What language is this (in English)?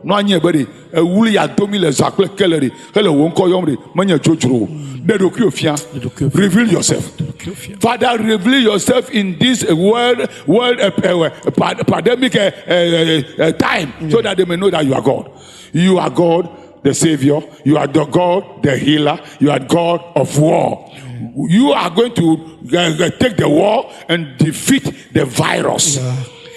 Ewe